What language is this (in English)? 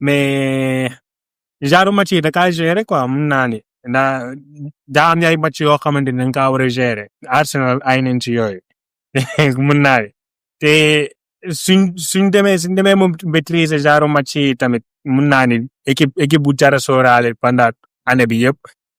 Wolof